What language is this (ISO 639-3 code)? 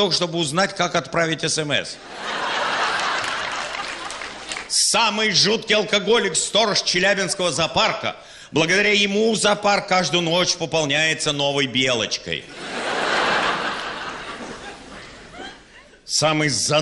rus